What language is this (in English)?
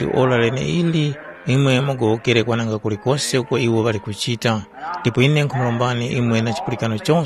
Tumbuka